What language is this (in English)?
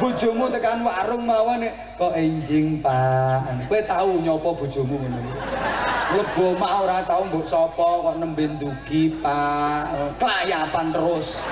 Javanese